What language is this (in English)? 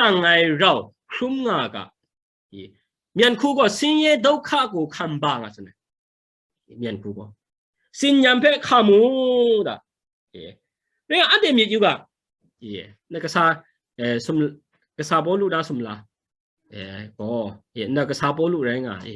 Kachin